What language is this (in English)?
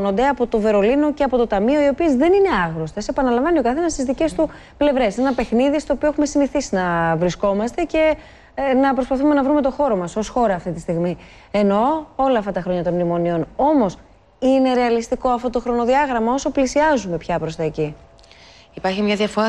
Greek